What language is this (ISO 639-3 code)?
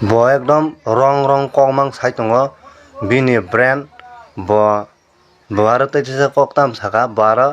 trp